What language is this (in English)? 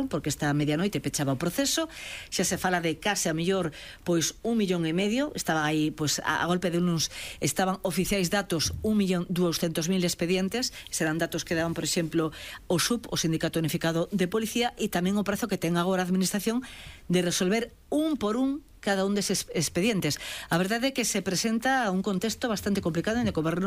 Galician